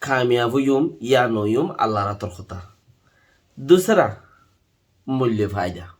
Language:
Rohingya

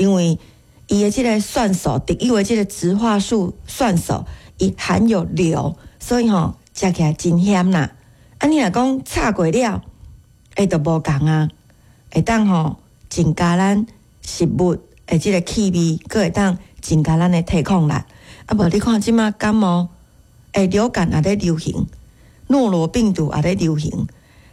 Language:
Min Nan Chinese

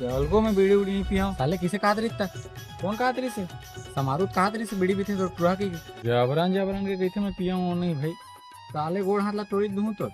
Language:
Chhattisgarhi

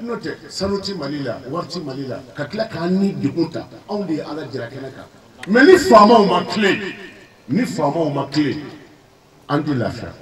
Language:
Bambara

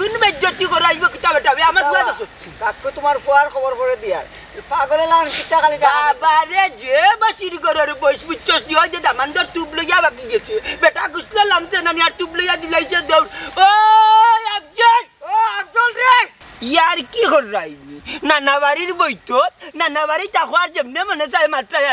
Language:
Sylheti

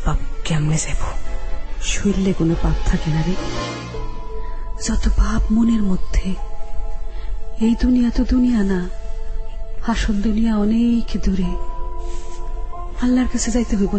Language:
Bangla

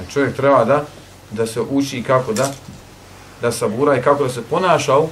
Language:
Bosnian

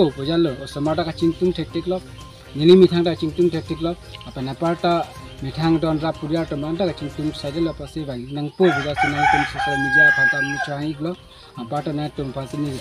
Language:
Karbi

